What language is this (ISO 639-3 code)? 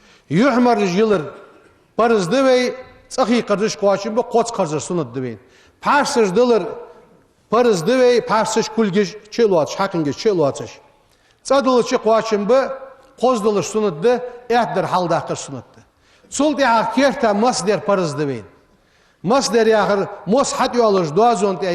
inh